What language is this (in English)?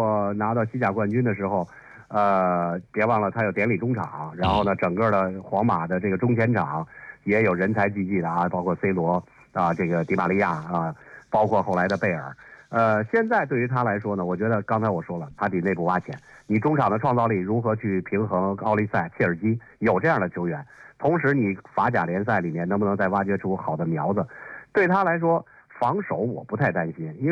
Chinese